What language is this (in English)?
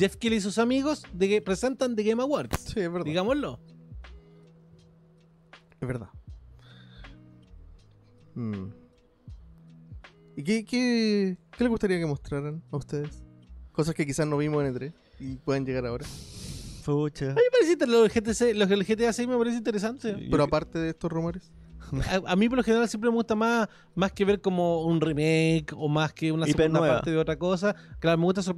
Spanish